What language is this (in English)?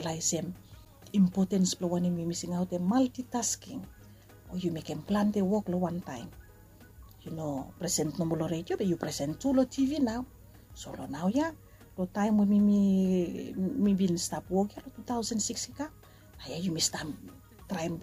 Bislama